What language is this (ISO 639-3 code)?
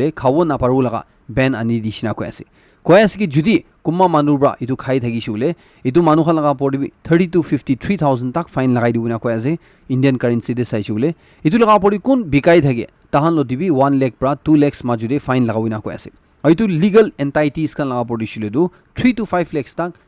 nag